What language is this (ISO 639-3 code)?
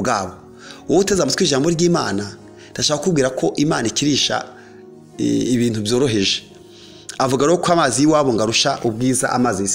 kin